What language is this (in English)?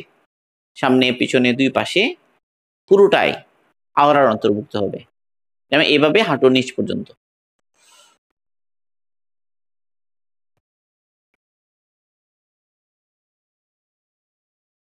Bangla